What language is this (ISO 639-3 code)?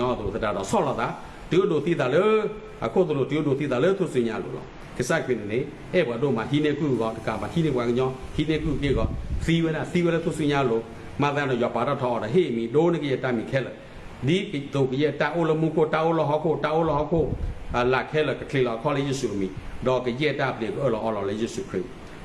ksw